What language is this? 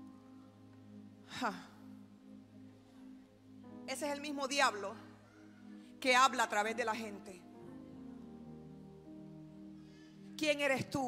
Spanish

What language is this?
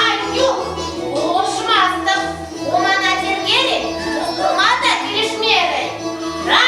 Chuvash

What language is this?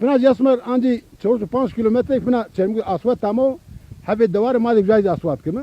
Zaza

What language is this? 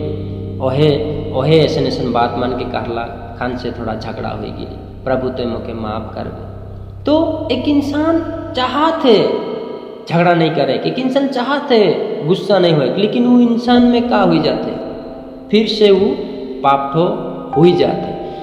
Sadri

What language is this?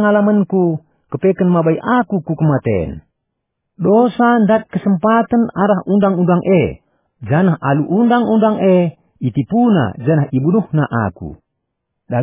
Batak Karo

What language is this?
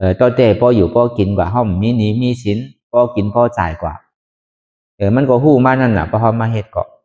Shan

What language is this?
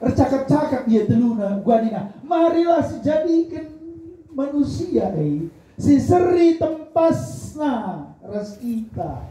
Batak Karo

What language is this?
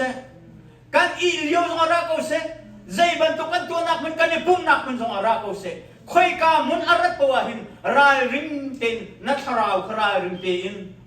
Hakha Chin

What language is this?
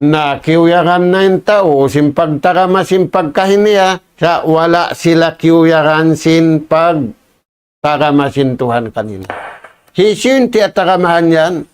Tausug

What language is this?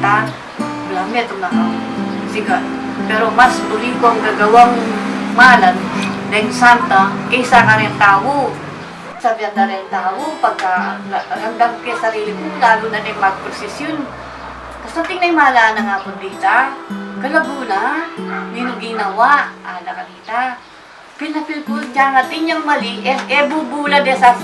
Pampanga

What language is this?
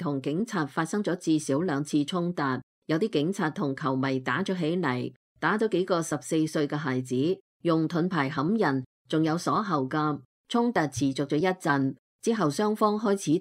Cantonese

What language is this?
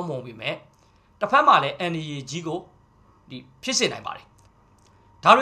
Burmese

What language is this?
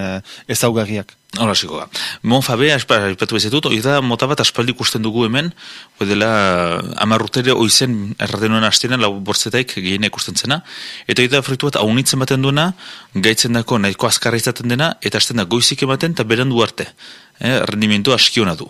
Basque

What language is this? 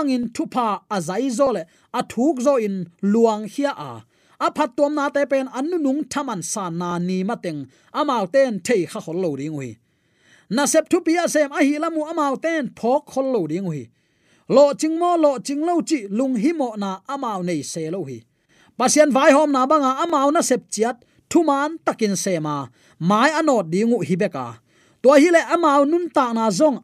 Tedim Chin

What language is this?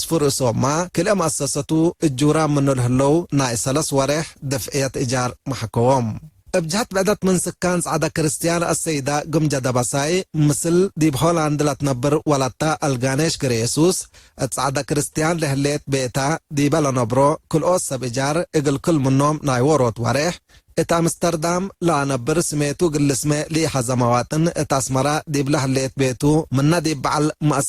Tigre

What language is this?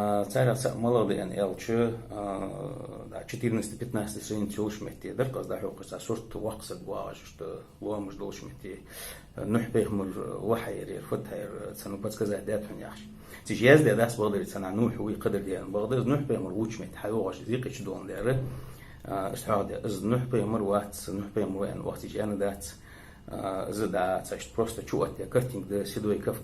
Ingush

